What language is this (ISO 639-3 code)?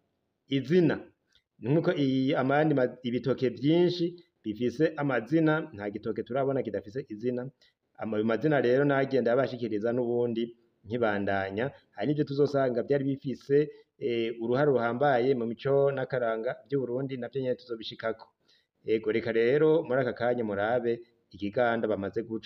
run